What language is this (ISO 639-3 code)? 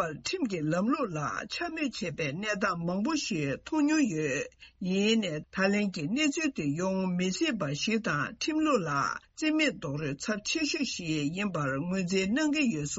bod